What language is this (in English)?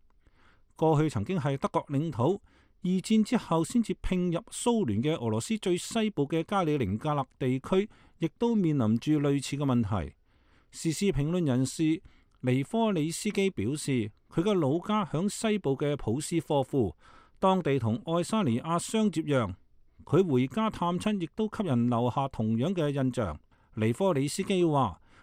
Cantonese